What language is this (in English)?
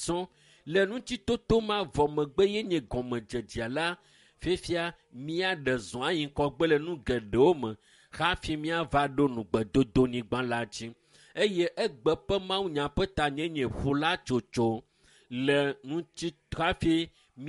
Ewe